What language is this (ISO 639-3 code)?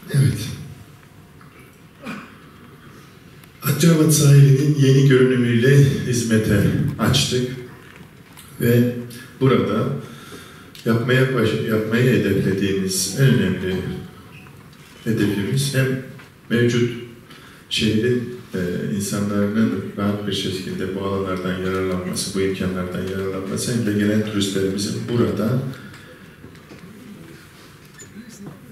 tur